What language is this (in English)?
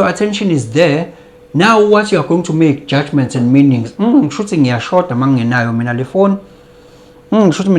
Zulu